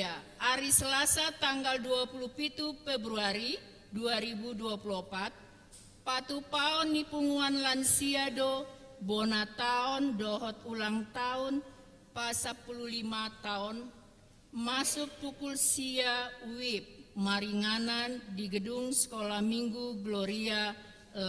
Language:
Batak Toba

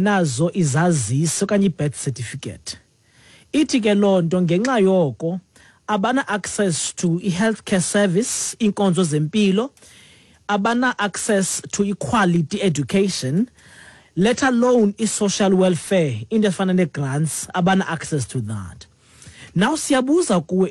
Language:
Xhosa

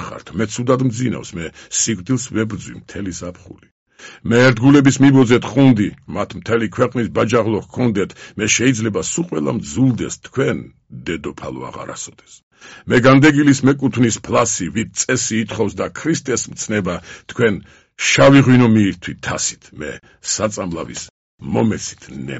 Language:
Georgian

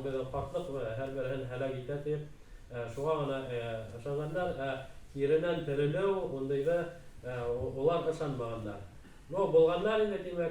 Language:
Bashkir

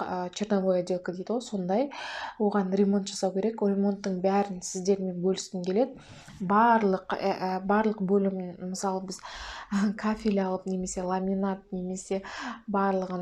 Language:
Kazakh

